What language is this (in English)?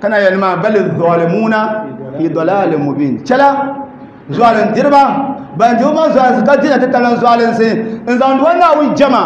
Dagbani